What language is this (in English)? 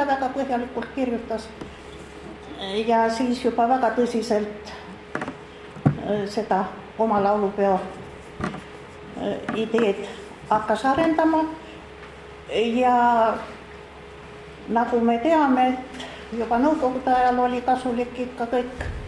Estonian